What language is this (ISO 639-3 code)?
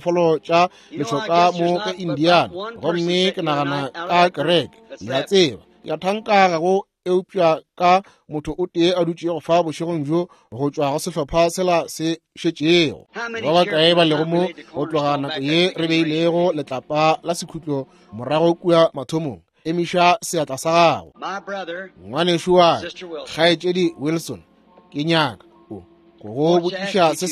nso